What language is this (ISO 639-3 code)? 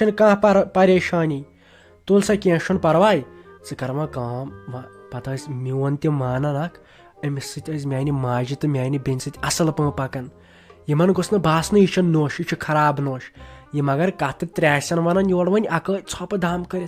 kas